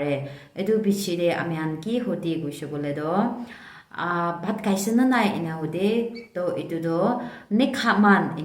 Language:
Naga Pidgin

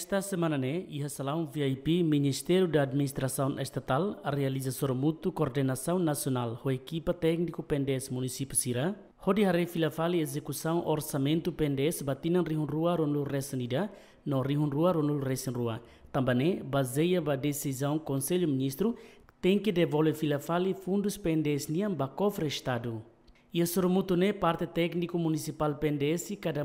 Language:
Tetum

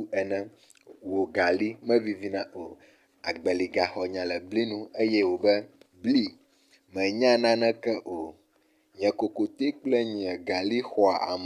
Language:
Ewe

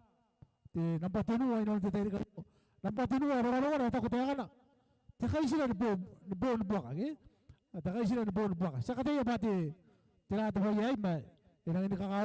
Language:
Gilbertese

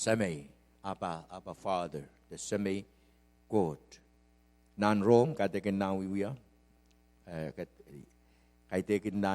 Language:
Pohnpeian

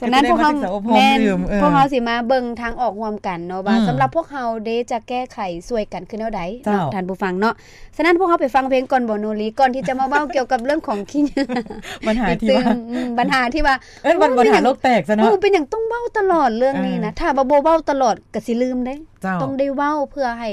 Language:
Lao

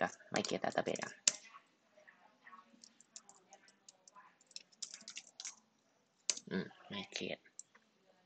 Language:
Thai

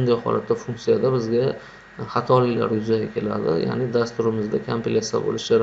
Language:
Uzbek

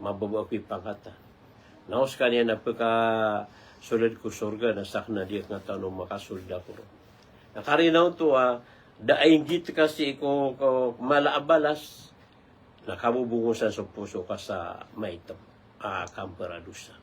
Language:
Maranao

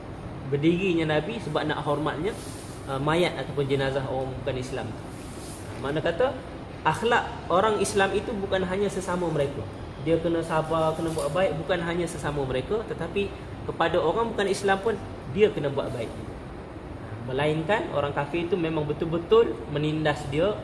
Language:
Malay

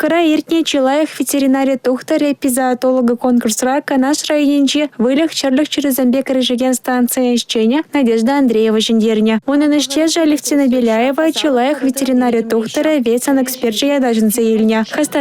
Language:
Chuvash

